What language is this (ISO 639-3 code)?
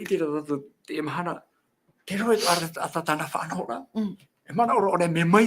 tah